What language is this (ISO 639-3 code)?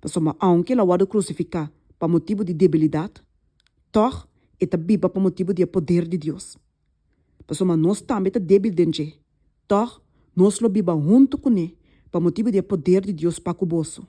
pap